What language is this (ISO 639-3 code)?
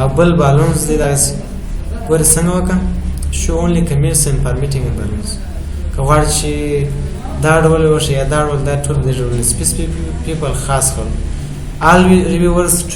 pus